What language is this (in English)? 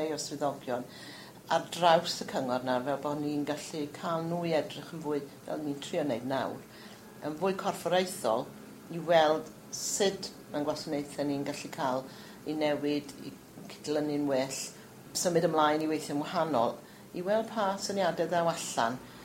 Welsh